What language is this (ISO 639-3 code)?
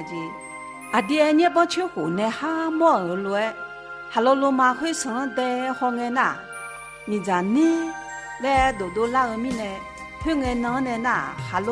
ahk